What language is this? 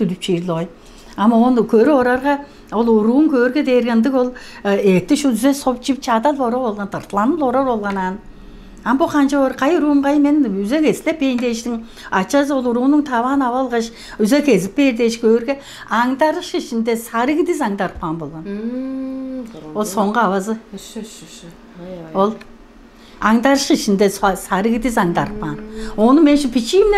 Tuvinian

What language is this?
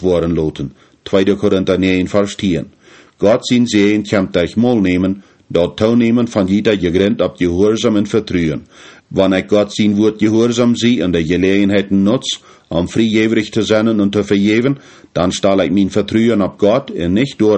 Plautdietsch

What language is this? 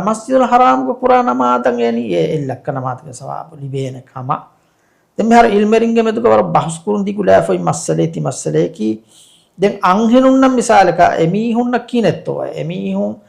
Divehi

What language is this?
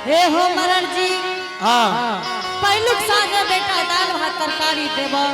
Angika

